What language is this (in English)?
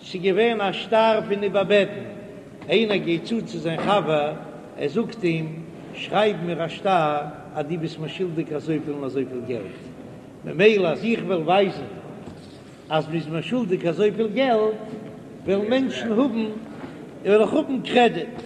Yiddish